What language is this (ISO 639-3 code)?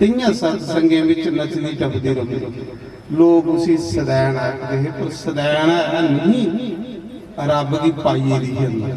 doi